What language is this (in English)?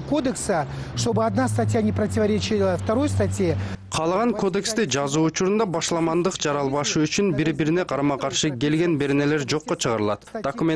Kyrgyz